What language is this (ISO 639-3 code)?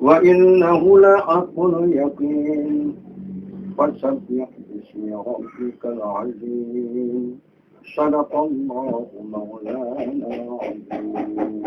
min